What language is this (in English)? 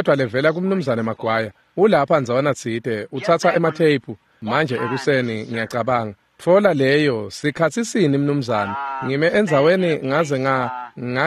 Swati